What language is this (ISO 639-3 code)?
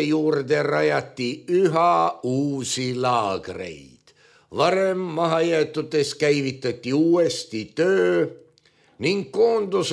est